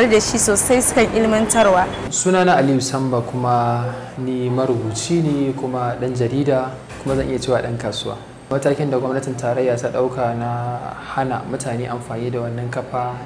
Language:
Hausa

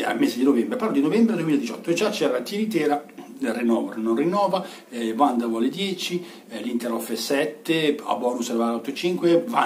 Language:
Italian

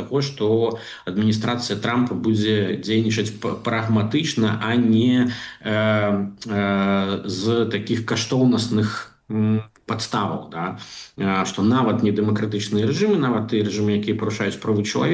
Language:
Belarusian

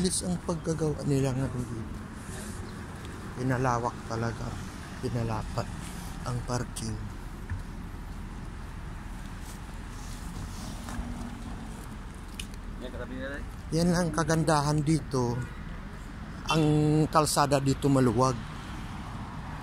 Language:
Filipino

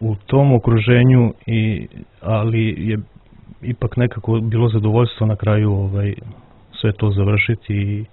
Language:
Serbian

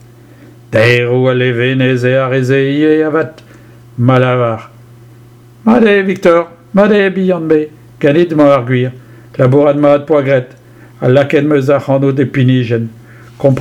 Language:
Breton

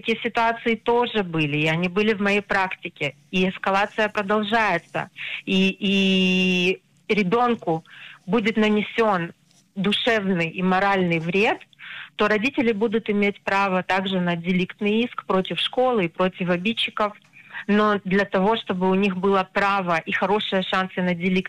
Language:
Russian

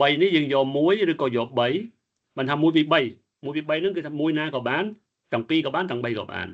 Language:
Khmer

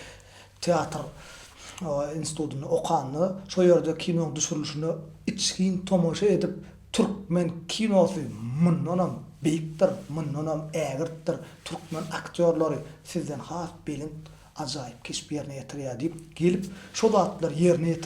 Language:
Turkmen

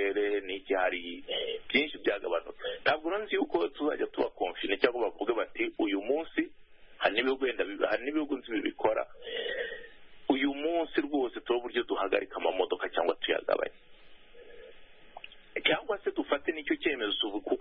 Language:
Kinyarwanda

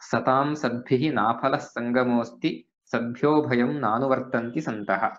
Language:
Sanskrit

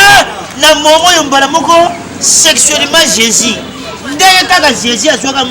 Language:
Lingala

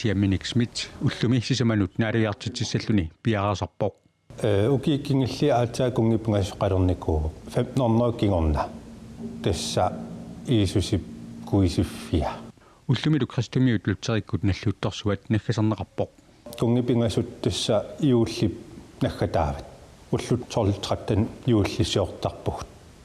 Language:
Kalaallisut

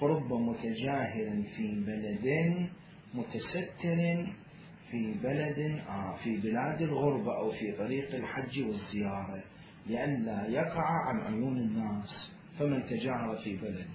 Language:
Mesopotamian Arabic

